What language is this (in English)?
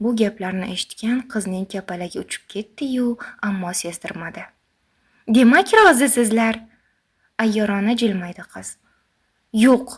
Uzbek